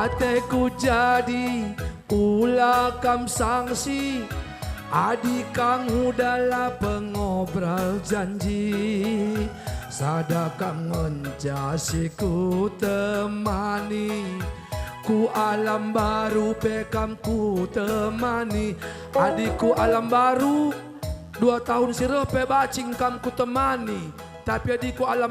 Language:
Batak Karo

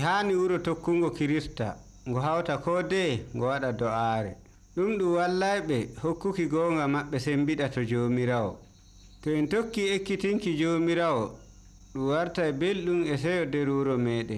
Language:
Nigerian Fulfulde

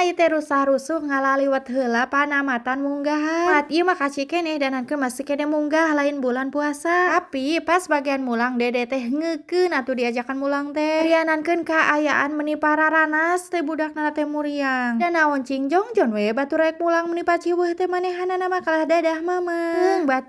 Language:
Sundanese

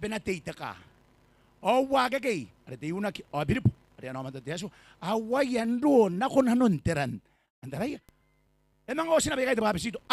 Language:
Gilbertese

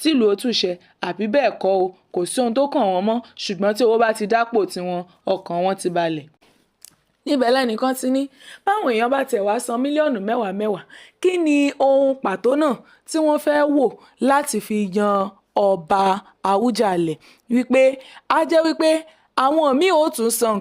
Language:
Yoruba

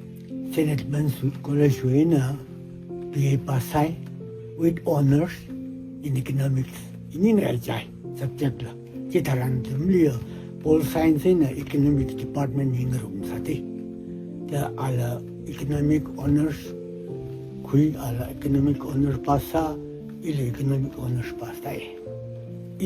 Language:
Tangkhul Naga (India)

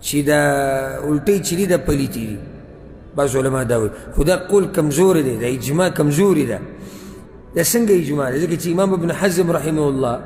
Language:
Pashto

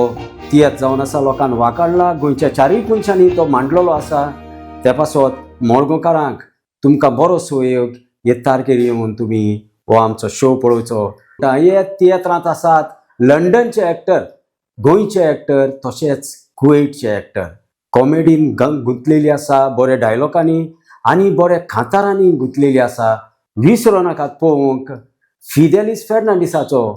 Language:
Konkani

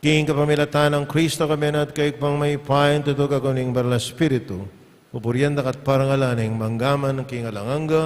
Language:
Pampanga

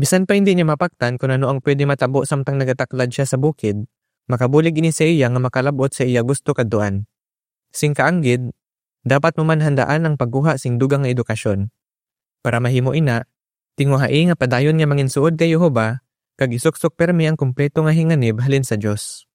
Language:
Hiligaynon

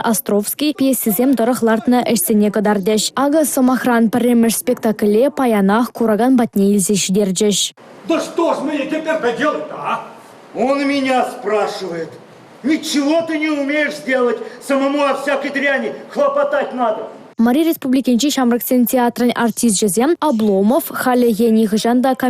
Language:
Chuvash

